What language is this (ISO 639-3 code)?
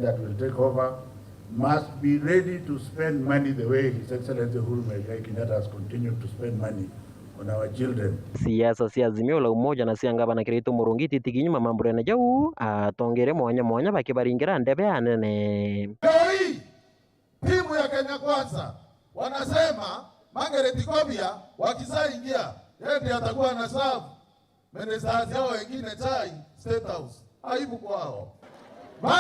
mer